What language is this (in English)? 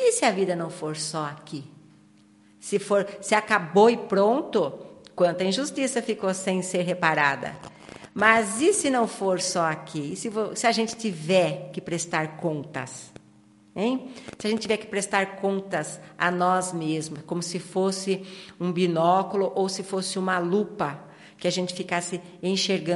Portuguese